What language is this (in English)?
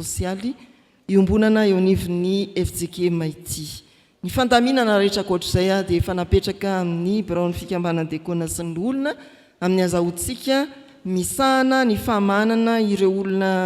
Malagasy